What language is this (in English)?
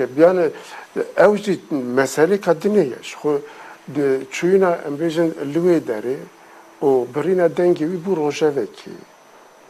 Kurdish